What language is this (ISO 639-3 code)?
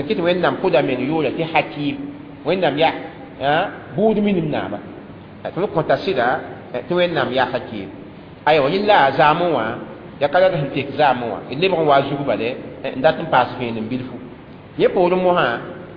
mos